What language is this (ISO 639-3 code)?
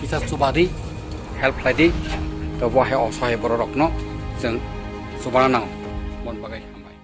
ria